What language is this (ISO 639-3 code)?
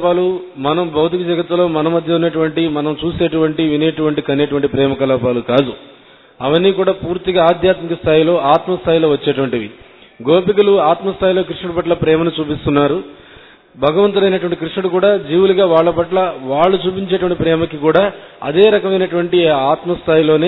tel